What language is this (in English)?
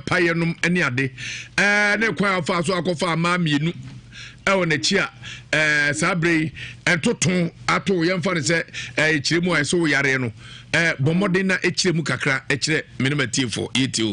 Akan